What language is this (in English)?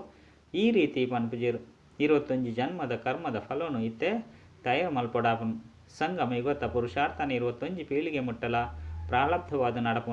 Tulu